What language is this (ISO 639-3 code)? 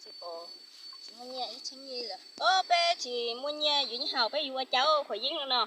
hmn